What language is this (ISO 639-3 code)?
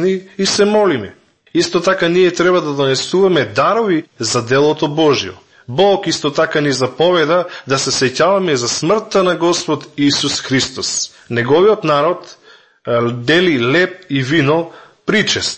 mkd